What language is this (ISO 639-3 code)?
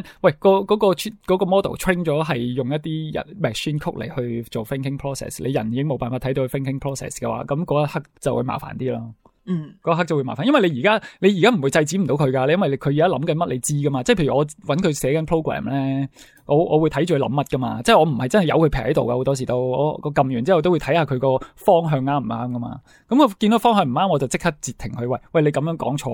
yue